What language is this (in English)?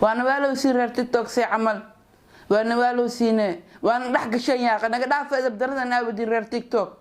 Somali